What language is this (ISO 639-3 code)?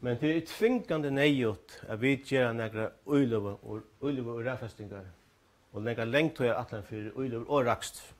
fao